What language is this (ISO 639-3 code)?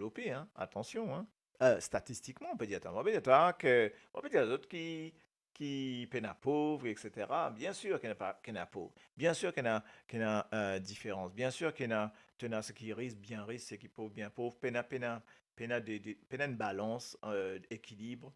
mfe